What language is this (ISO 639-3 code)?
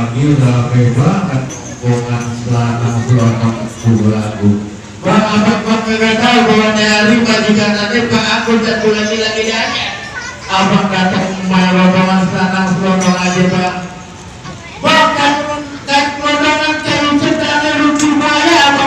bew